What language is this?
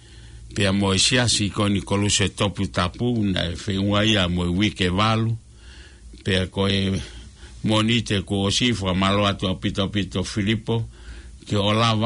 Tongan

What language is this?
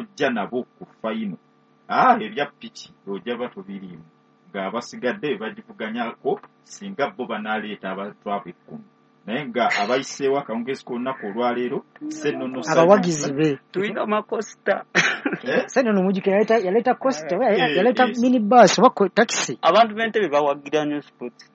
Ganda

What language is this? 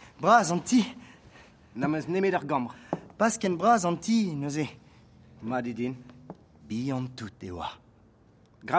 Breton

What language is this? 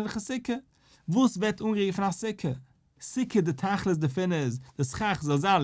Yiddish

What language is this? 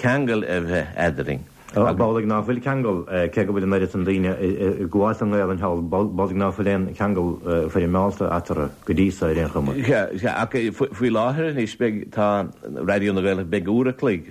Irish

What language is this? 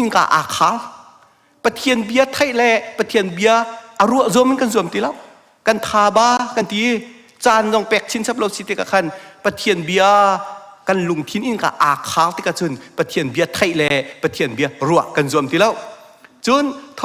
Hakha Chin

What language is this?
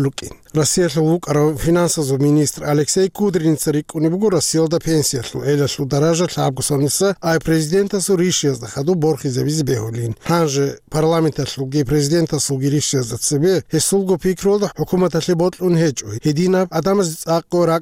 Avaric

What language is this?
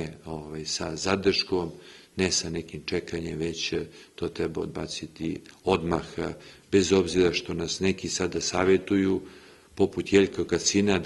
Serbian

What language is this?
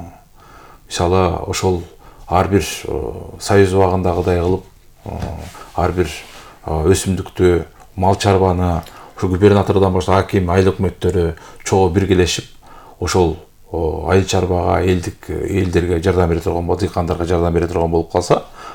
Kyrgyz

